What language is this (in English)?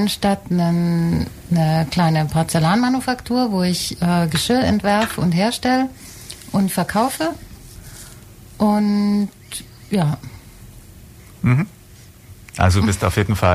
German